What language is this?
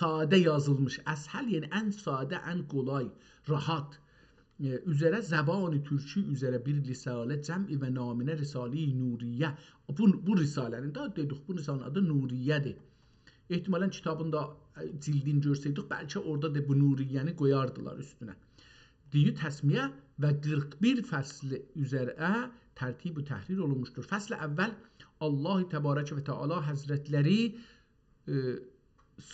South Azerbaijani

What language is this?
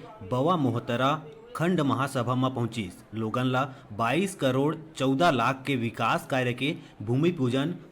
Chhattisgarhi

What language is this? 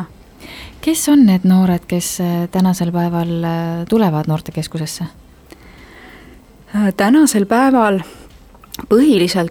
Estonian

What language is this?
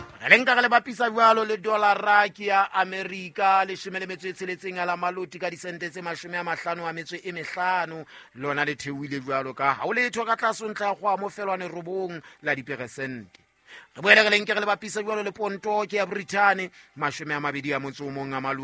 Southern Sotho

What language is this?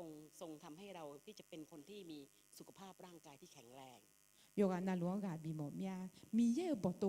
Akha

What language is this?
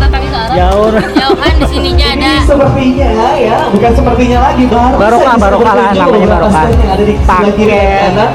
Banjar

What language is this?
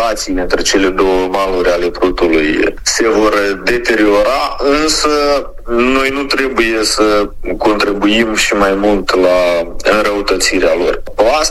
Romanian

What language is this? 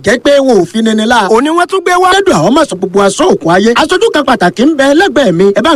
Yoruba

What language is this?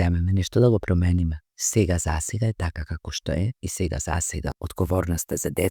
Macedonian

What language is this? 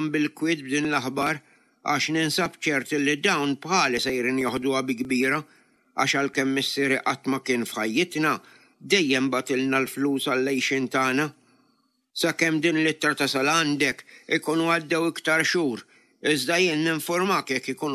Maltese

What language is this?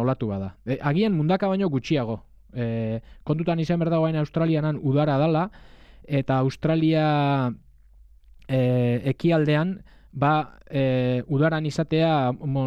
Basque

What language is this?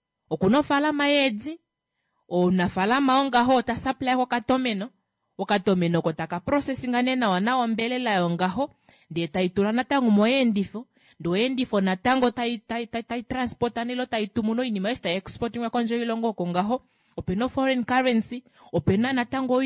Kuanyama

